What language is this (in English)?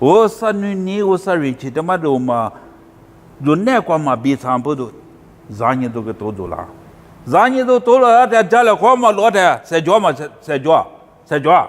Lisu